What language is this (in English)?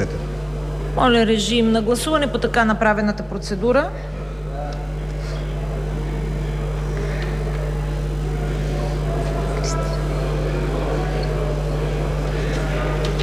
Bulgarian